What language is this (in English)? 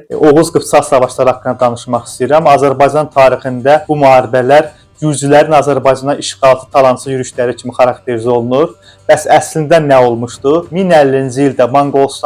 Azerbaijani